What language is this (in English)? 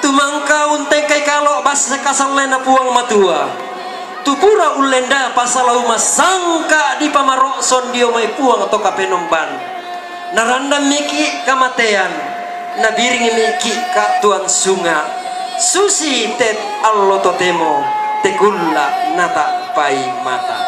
Toraja-Sa'dan